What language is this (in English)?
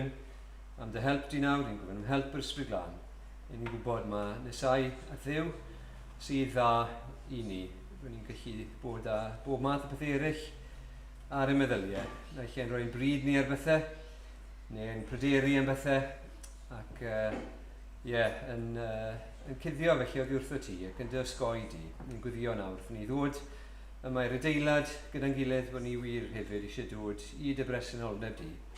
Welsh